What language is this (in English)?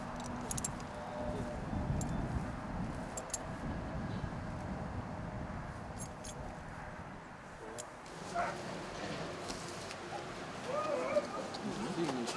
Ukrainian